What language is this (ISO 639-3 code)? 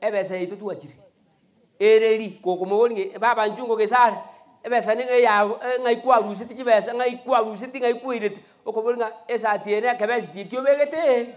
guz